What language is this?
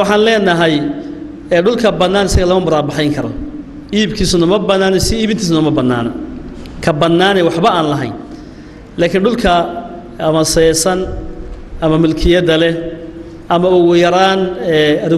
Somali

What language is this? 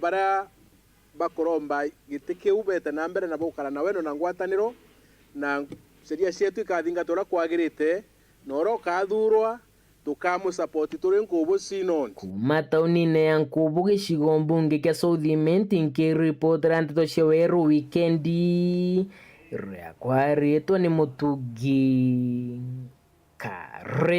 Meru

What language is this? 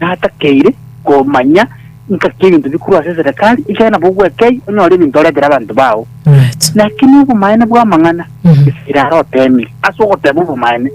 Gusii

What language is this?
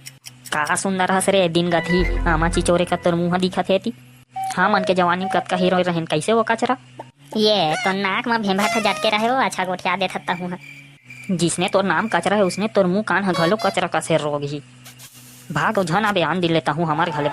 Chhattisgarhi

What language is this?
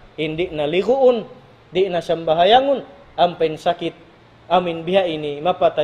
Tausug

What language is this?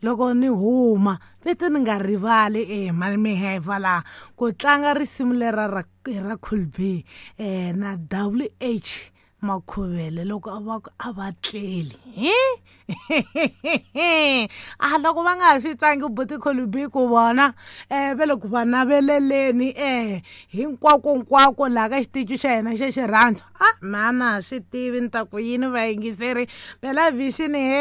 Tsonga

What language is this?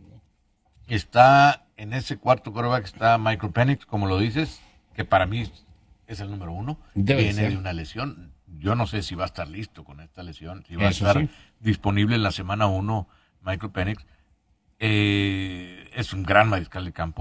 Spanish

